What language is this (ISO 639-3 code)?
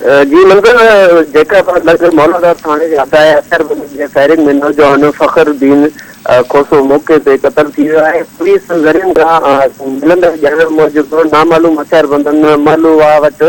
snd